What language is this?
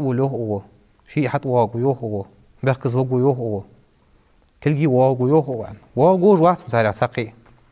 Ingush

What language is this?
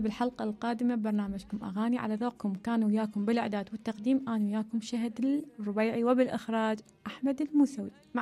Mesopotamian Arabic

